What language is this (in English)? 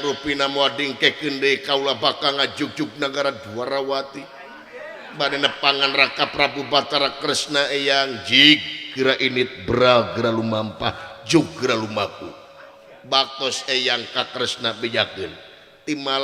Sundanese